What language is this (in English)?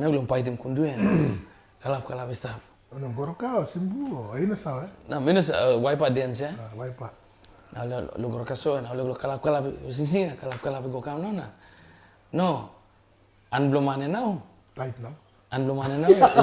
Tok Pisin